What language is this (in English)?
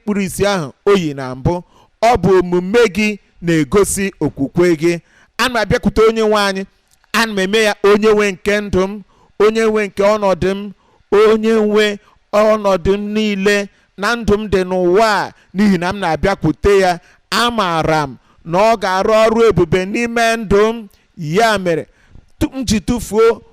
Igbo